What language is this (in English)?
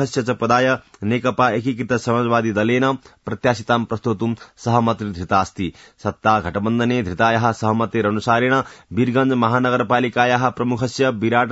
Sanskrit